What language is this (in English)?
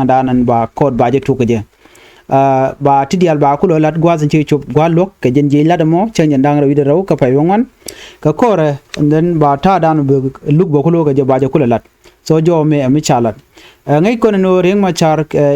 Nuer